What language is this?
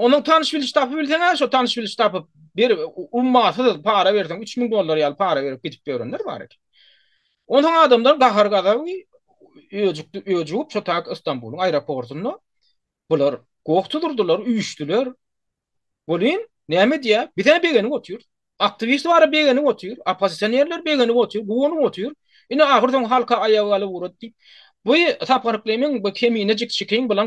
Turkmen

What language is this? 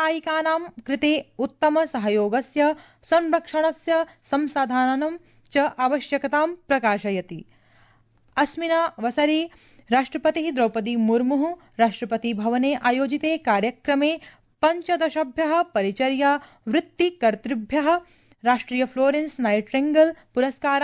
Sanskrit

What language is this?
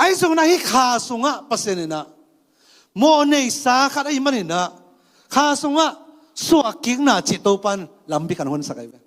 Tedim Chin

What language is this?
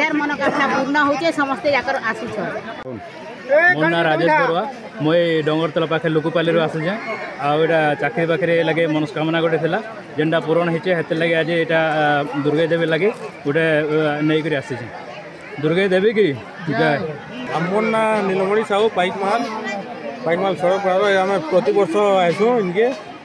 Odia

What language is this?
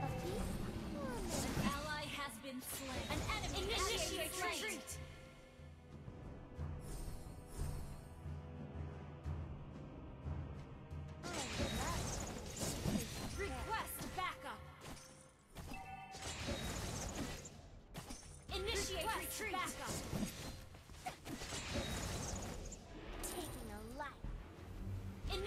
English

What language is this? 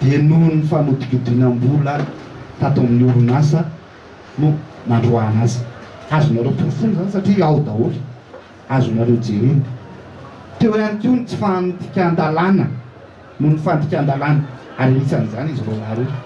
Malagasy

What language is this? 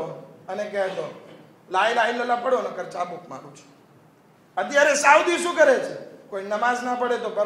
Gujarati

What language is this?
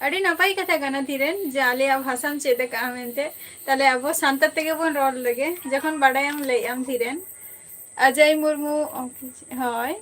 Santali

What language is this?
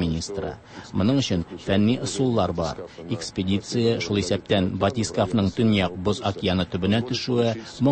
Tatar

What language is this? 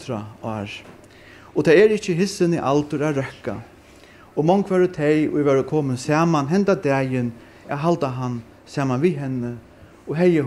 Faroese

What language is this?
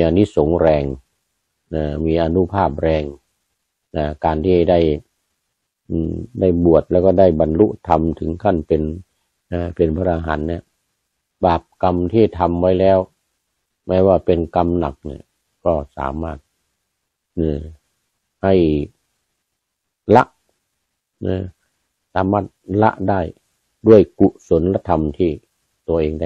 Thai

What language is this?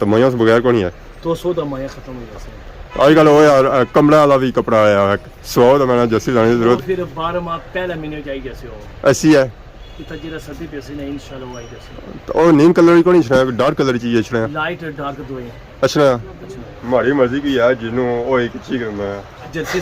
Pahari-Potwari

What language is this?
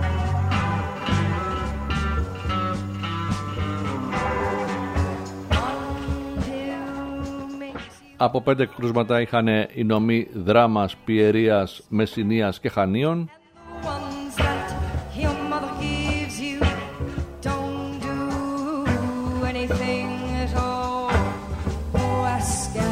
Greek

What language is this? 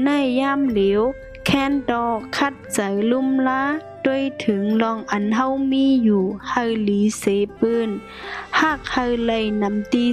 Shan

